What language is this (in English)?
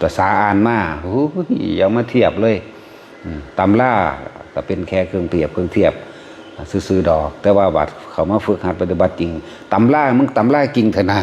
Northeastern Thai